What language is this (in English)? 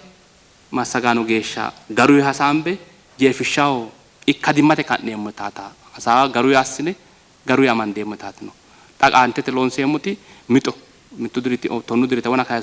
Sidamo